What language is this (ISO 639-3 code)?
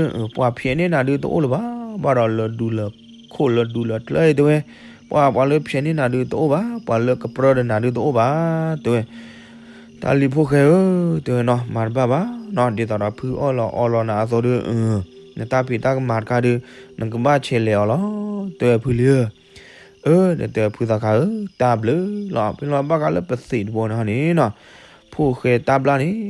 ksw